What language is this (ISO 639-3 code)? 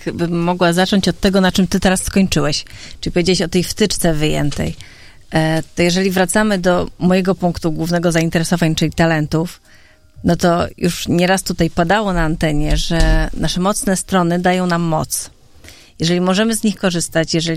pol